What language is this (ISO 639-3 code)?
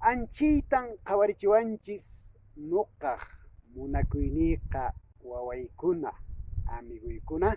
que